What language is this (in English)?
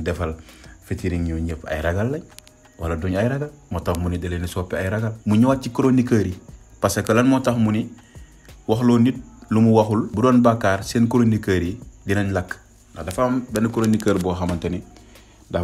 Wolof